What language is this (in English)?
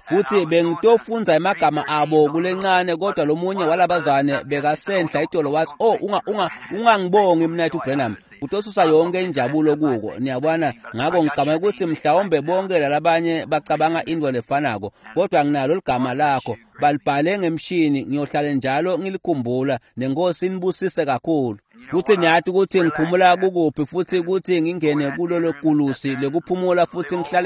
Swati